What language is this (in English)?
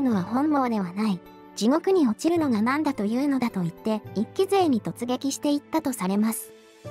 Japanese